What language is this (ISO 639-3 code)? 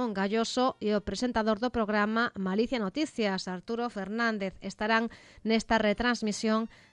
glg